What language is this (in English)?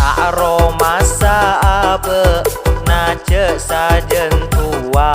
Madurese